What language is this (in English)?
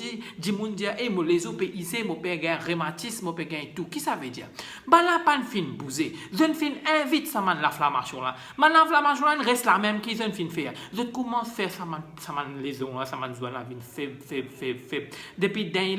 Morisyen